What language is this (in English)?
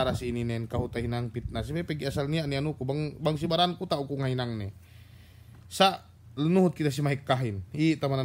Yakan